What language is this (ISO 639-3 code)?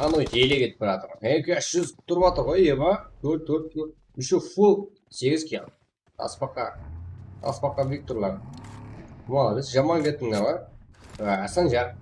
kaa